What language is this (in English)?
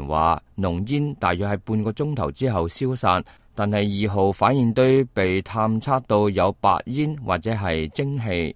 Cantonese